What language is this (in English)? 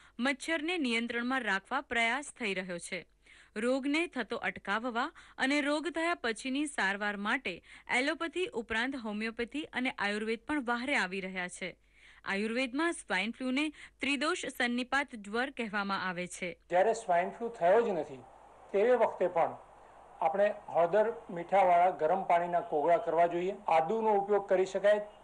Gujarati